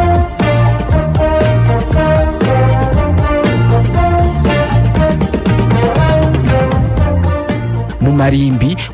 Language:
Kinyarwanda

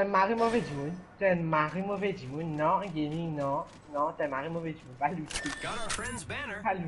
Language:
Morisyen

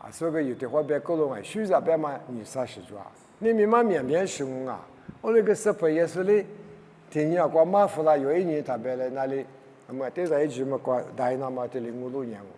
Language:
Lisu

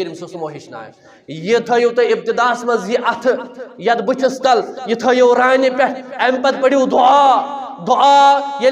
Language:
Kashmiri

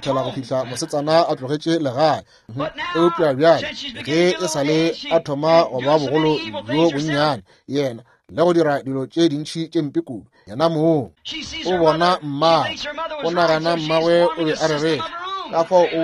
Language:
Northern Sotho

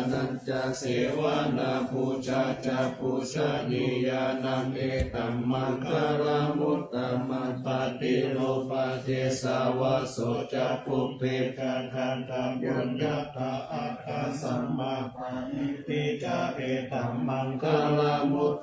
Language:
Pali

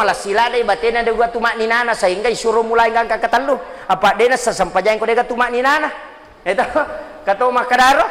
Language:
Buginese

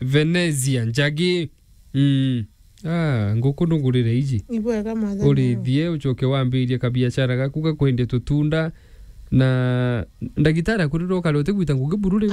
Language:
Meru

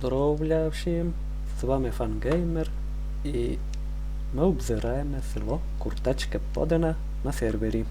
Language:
Rusyn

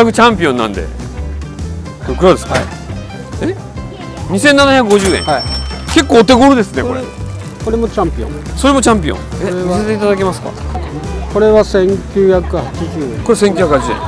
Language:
Japanese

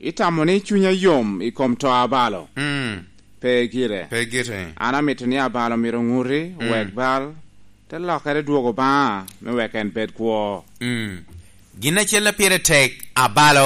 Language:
Lango (Uganda)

